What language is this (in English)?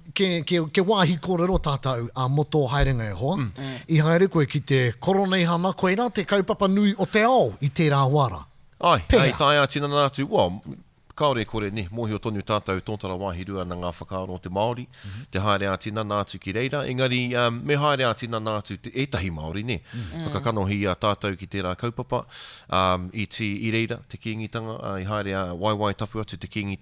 Māori